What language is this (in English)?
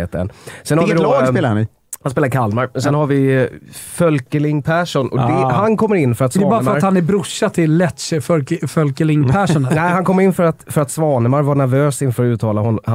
Swedish